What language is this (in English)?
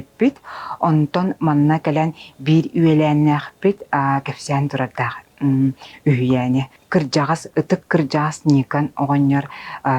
Yakut